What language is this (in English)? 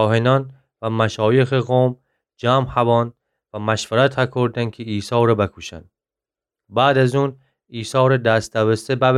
Gilaki